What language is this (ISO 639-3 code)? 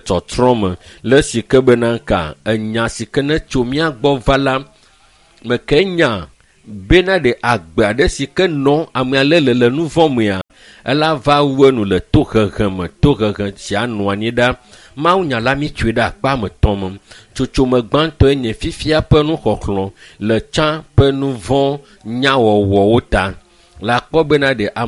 ewe